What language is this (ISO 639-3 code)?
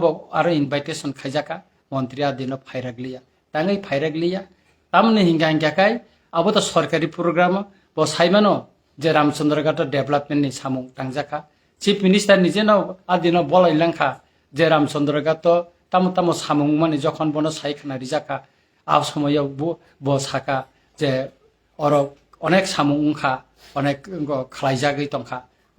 trp